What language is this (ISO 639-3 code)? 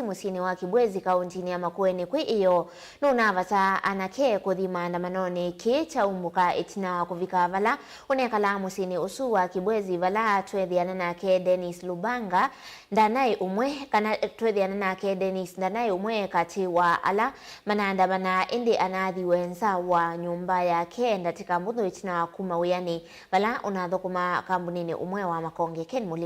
kam